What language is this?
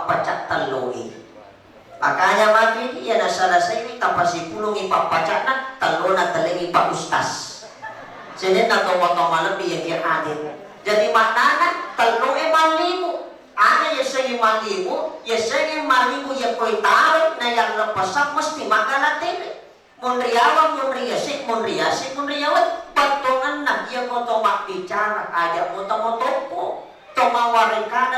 Buginese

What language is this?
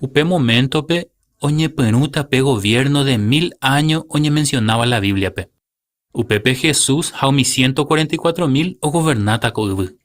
Guarani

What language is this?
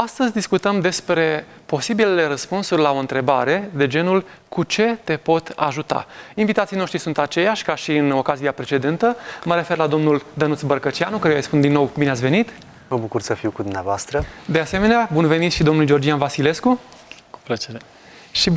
Romanian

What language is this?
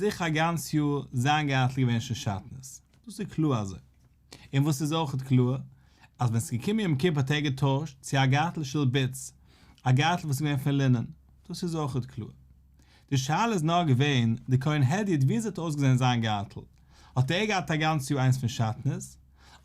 Yiddish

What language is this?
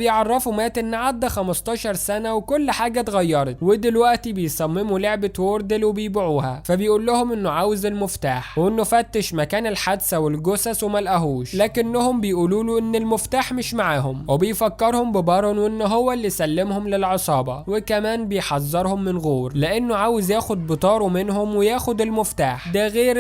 Egyptian Arabic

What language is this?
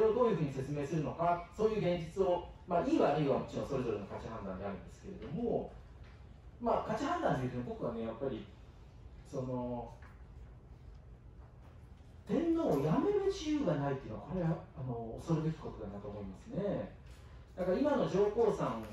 Japanese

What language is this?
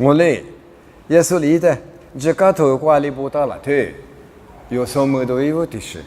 Lisu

